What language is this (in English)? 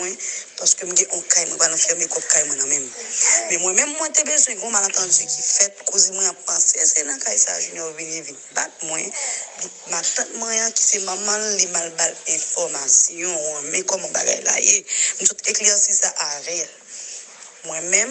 Haitian Creole